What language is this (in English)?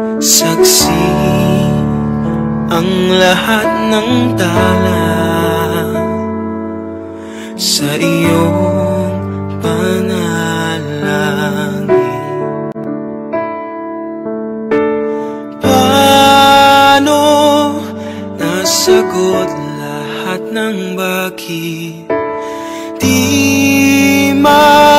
Filipino